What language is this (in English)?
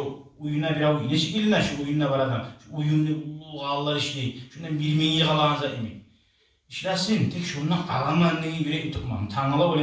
Kumyk